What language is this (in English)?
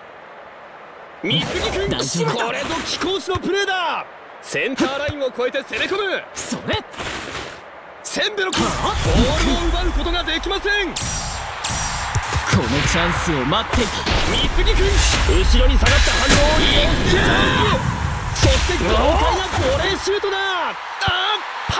Japanese